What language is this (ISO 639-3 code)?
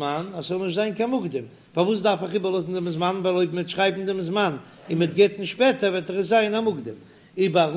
yid